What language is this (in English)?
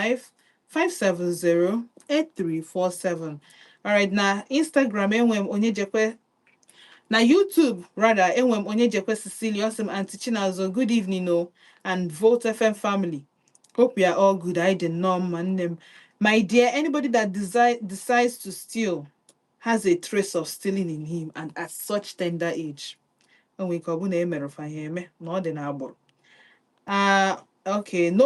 Igbo